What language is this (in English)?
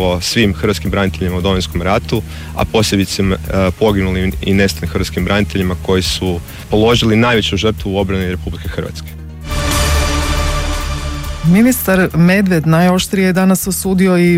Croatian